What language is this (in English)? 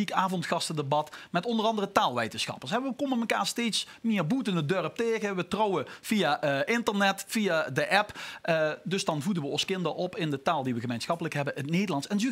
Limburgish